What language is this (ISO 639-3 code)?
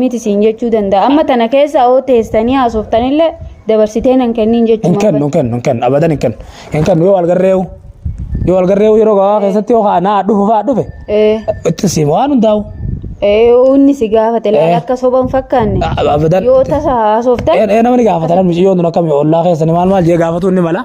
orm